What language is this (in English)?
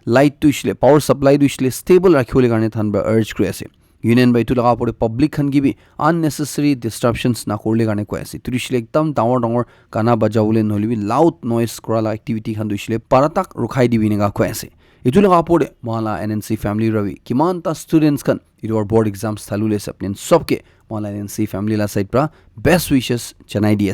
Naga Pidgin